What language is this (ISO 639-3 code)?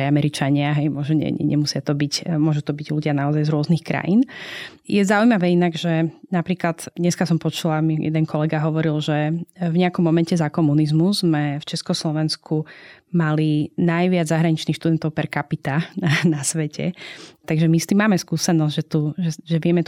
slk